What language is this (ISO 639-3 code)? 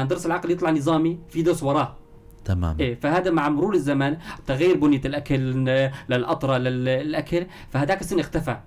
apc